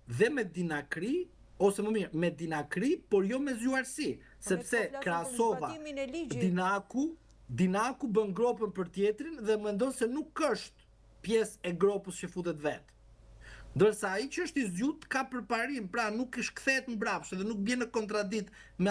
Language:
Albanian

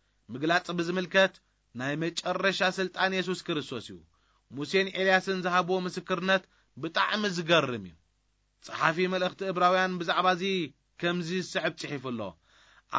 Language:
Tigrinya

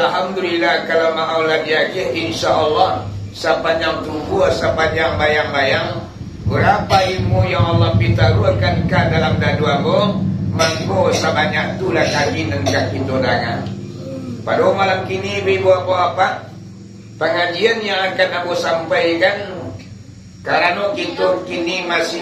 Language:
Minangkabau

